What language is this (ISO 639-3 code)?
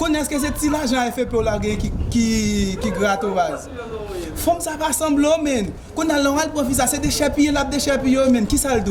hat